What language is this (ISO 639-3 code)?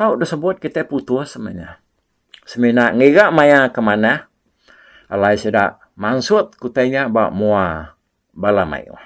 iba